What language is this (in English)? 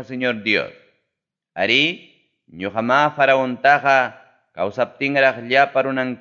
Ayacucho Quechua